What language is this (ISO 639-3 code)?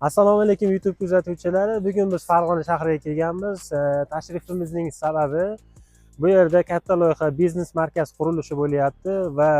uzb